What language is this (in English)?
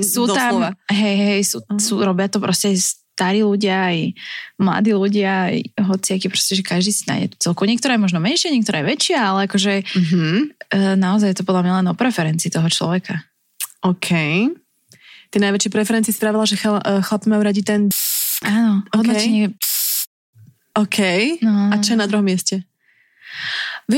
Slovak